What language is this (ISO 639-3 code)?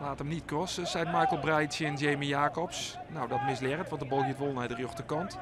fry